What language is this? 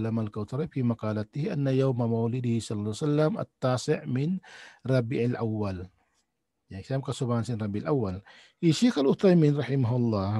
Tausug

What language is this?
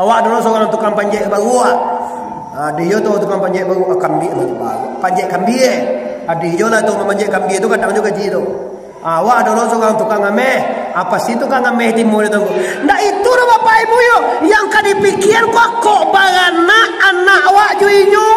Minangkabau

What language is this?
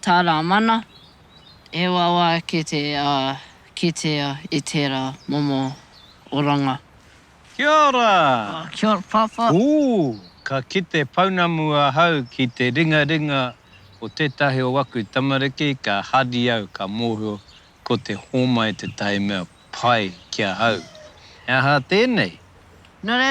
Māori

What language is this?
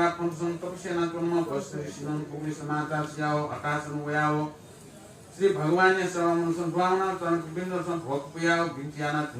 Newari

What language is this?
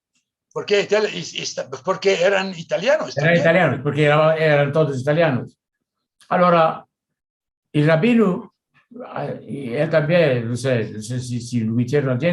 Ladino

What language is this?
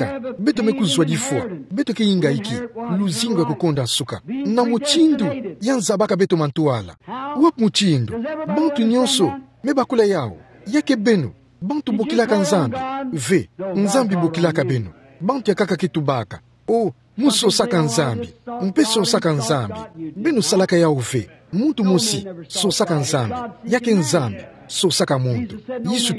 Kituba (Democratic Republic of Congo)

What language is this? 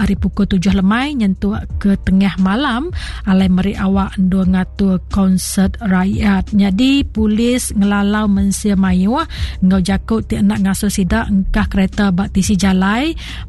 Iban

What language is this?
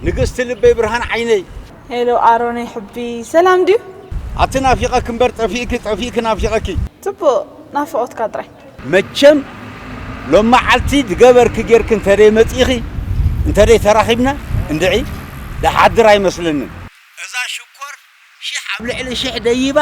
Tigrinya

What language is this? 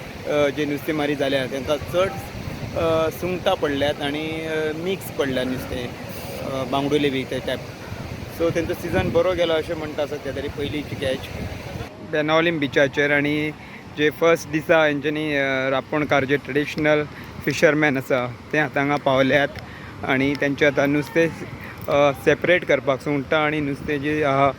Konkani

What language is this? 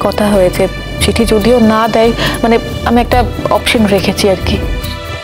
Bangla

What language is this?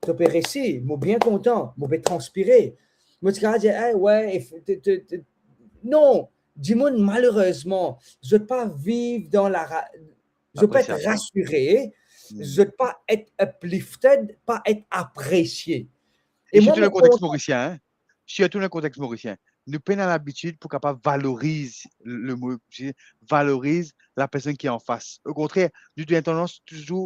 Morisyen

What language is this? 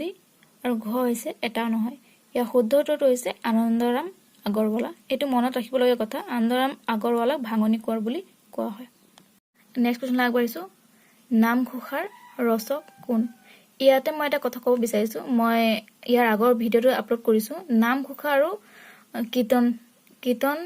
Assamese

